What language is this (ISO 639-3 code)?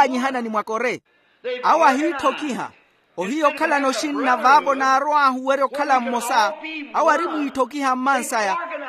vmw